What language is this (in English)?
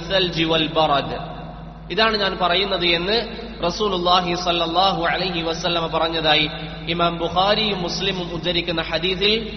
Malayalam